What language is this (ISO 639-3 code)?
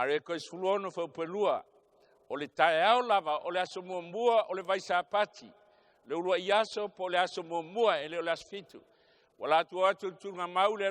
smo